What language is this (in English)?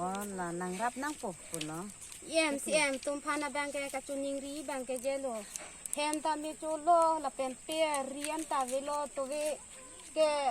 Karbi